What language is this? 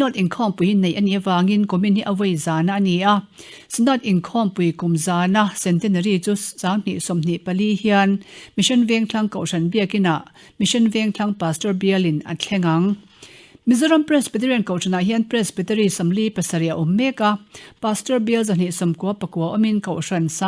Mizo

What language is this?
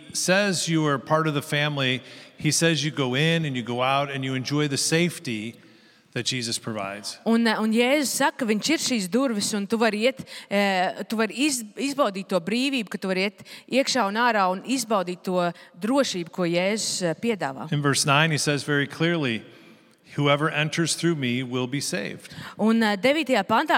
Latvian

